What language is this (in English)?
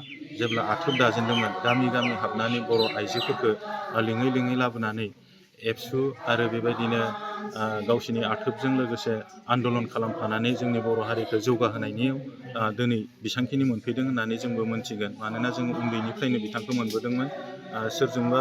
Bodo